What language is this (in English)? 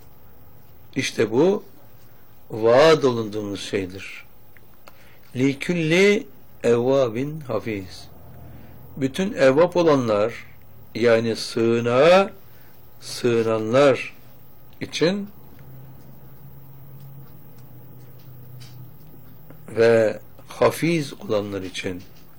Turkish